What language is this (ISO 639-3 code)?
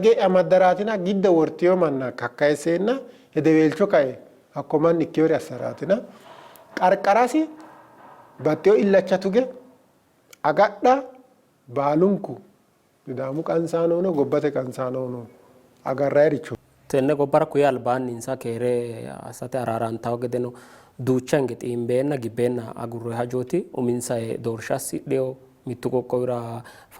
sid